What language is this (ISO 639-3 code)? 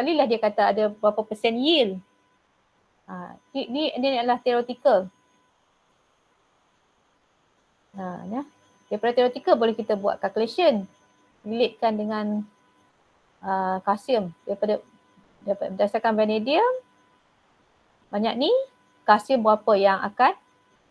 msa